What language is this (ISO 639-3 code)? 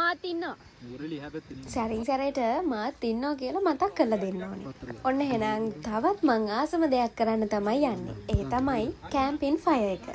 sin